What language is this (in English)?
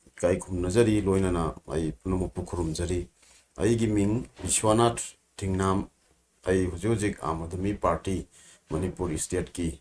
Manipuri